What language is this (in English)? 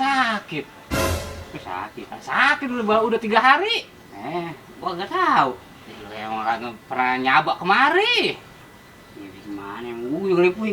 Betawi